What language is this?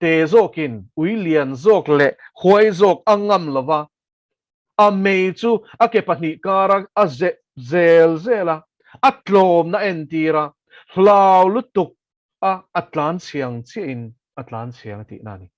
Mizo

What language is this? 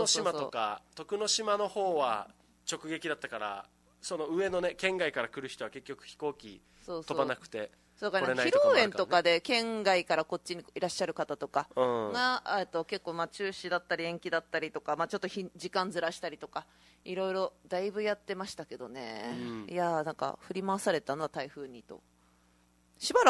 Japanese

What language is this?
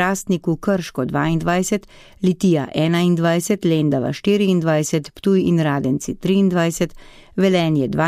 Slovenian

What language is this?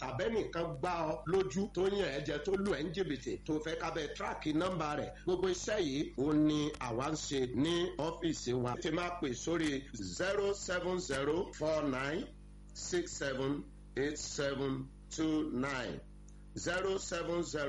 Yoruba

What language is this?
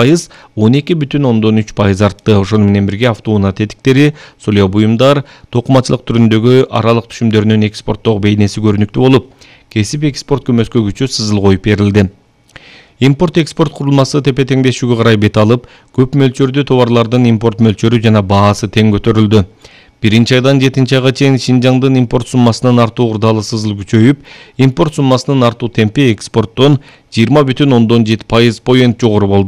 Kyrgyz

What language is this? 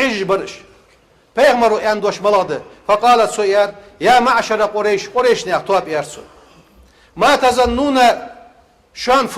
Ingush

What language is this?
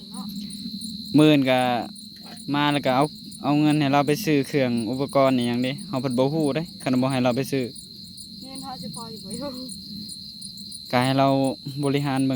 Northeastern Thai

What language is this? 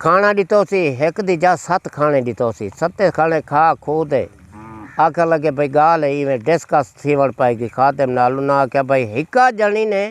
Saraiki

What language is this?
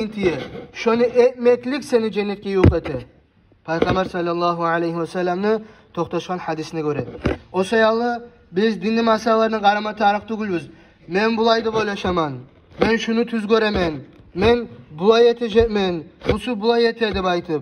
Kumyk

